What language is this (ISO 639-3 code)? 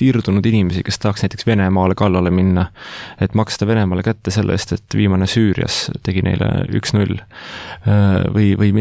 est